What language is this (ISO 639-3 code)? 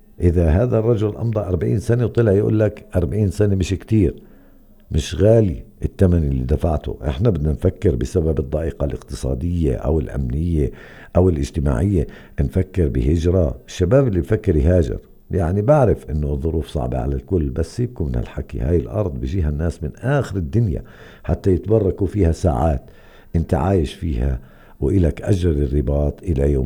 apc